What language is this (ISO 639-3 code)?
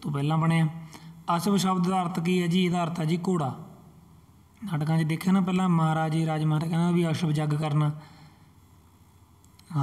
pan